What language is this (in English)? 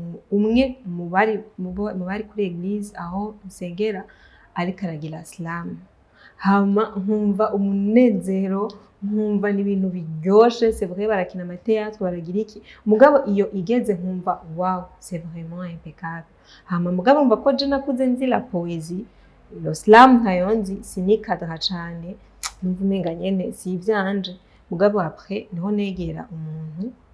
Rundi